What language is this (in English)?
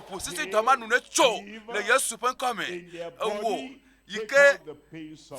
Ewe